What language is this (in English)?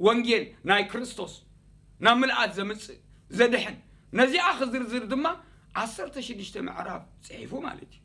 Tigrinya